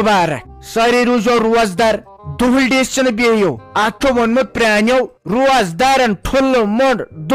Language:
Kashmiri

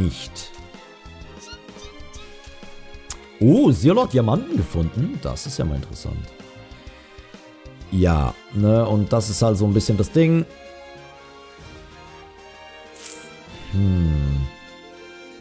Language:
German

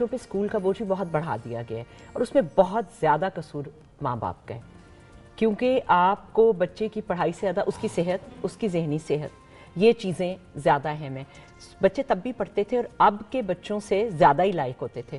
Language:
Urdu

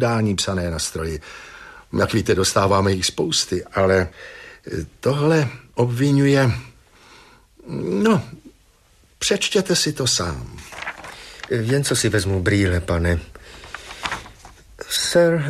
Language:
Czech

